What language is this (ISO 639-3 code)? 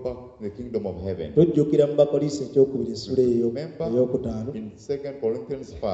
lug